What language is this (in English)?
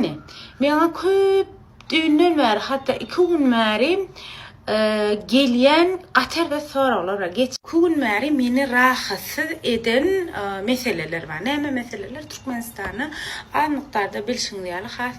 Turkmen